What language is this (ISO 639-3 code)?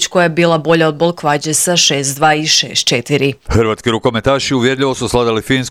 hrv